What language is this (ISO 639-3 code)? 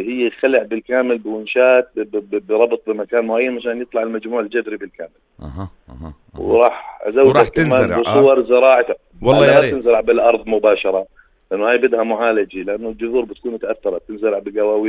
apc